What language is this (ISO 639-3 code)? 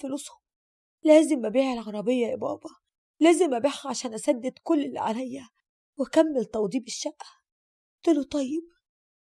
arz